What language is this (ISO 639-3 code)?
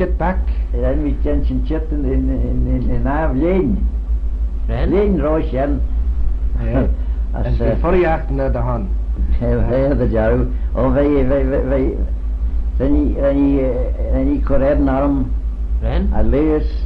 glv